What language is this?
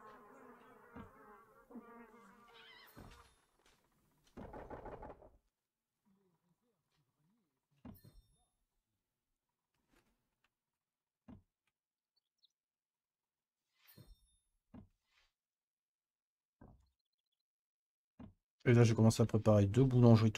French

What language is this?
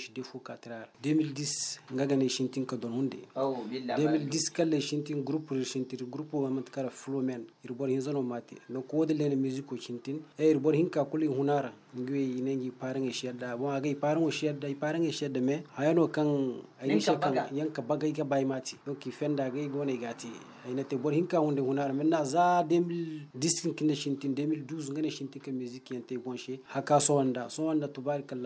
Zarma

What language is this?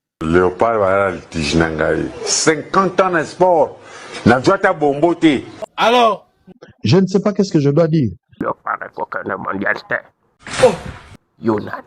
Lingala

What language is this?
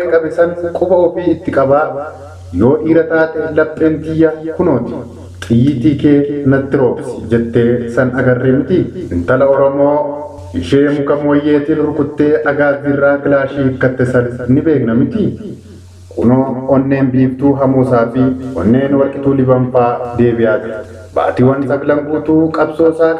Oromo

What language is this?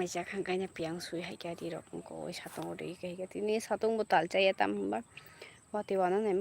Kok Borok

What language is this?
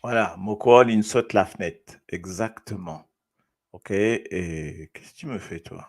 Morisyen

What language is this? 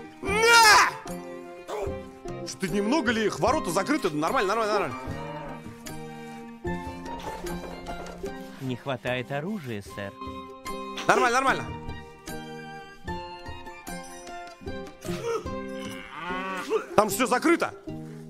Russian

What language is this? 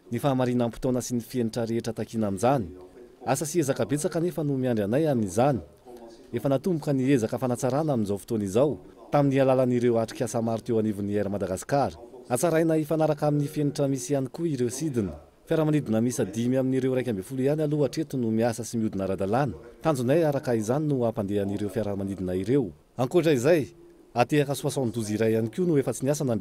Malagasy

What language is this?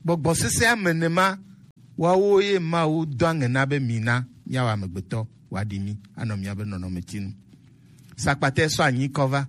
Gen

